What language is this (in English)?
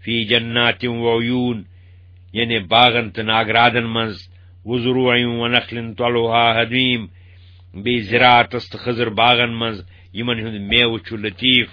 Kashmiri